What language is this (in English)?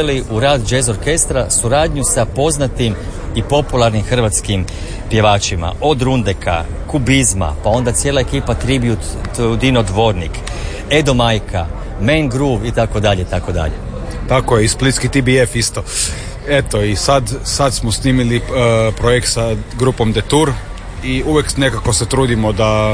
Croatian